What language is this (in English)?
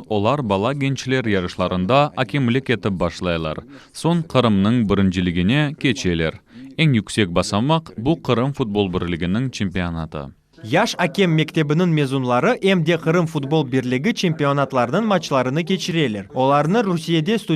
Crimean Tatar